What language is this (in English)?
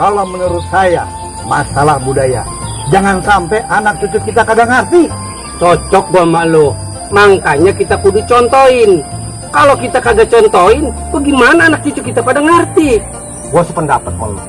Betawi